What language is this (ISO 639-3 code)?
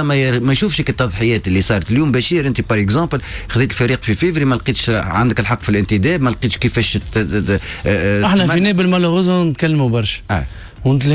aeb